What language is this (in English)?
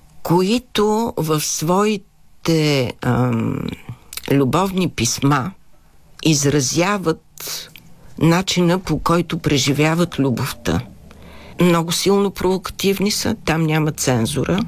Bulgarian